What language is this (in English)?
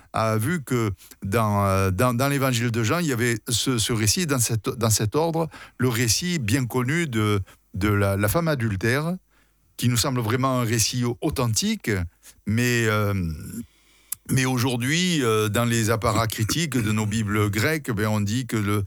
French